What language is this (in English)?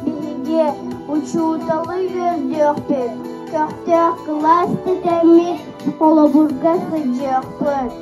Yakut